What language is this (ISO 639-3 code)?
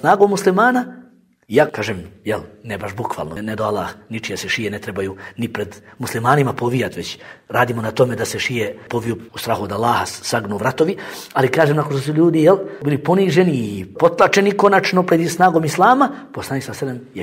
bos